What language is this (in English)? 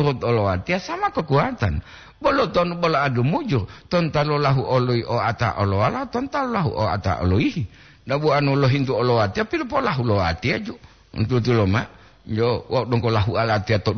Gorontalo